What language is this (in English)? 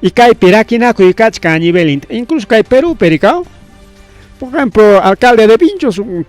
Ayacucho Quechua